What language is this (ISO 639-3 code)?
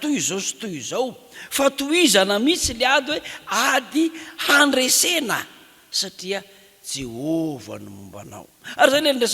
mlg